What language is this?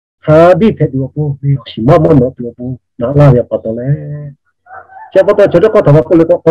Lahu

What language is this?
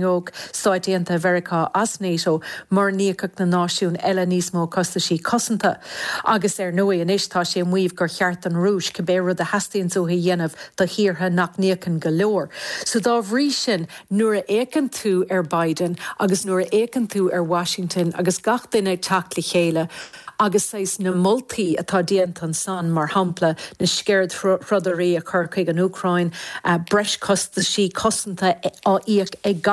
Irish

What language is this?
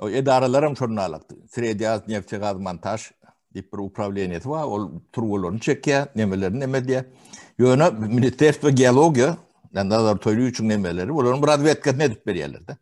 Turkmen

